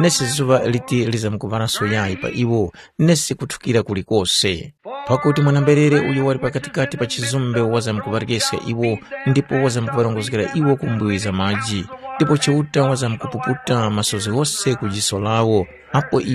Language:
Tumbuka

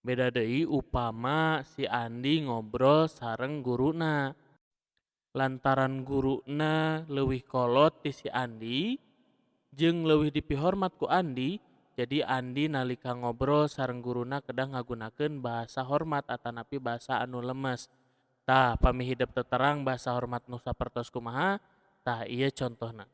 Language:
Sundanese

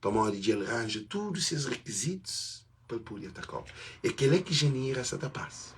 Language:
Kabuverdianu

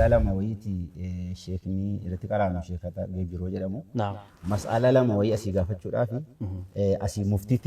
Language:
Oromo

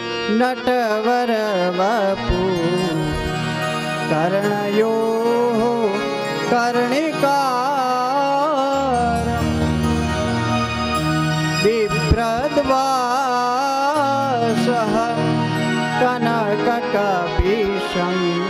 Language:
Gujarati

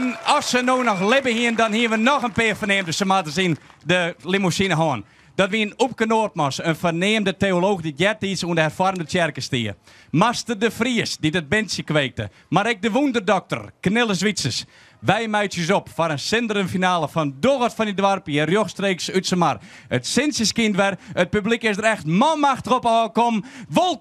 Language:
Western Frisian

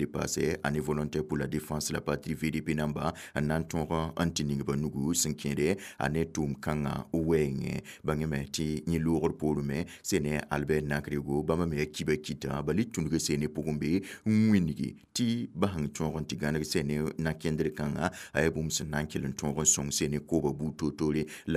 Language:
Mossi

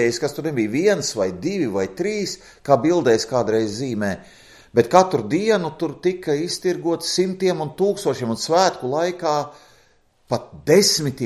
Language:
Latvian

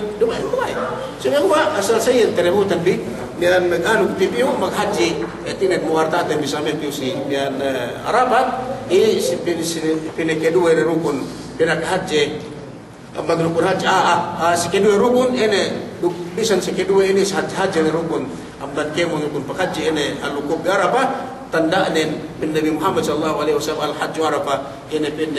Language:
Yakan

